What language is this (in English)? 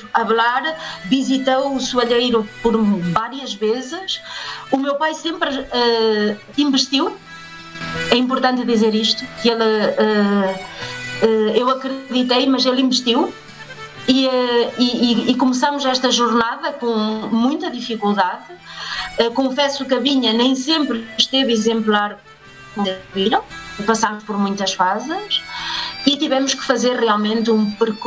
Portuguese